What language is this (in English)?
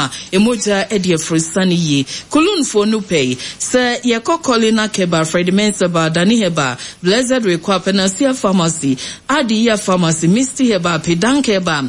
Akan